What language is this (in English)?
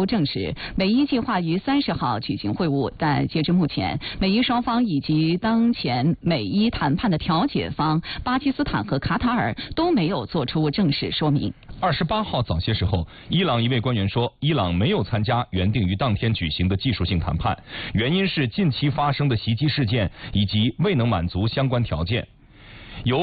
Chinese